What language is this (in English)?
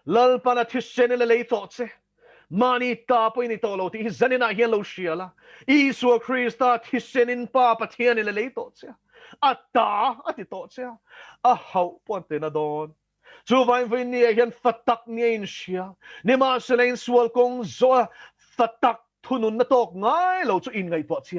Mizo